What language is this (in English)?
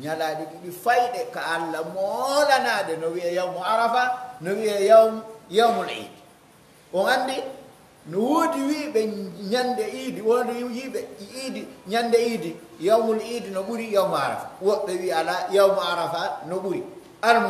Pular